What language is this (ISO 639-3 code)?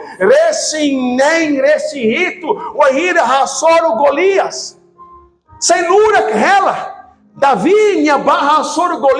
tet